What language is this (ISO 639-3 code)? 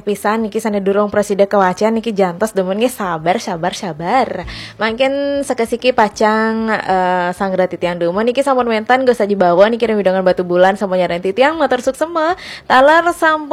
ban